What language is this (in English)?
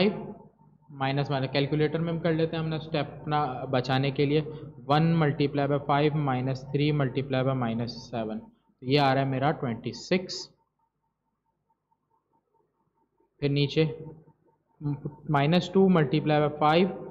Hindi